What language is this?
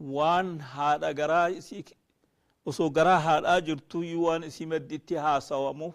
Oromo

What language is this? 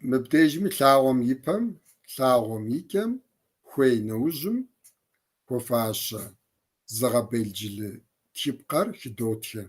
Kabardian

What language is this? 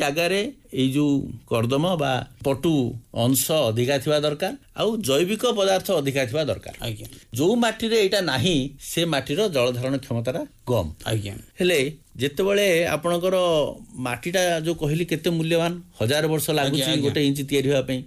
Odia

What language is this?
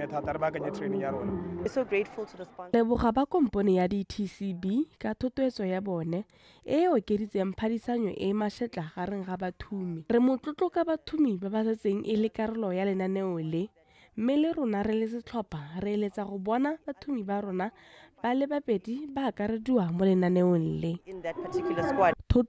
Tswana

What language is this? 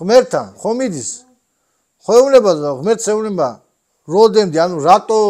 Georgian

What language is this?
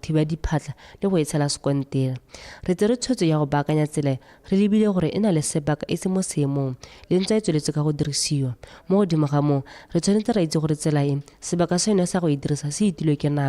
Tswana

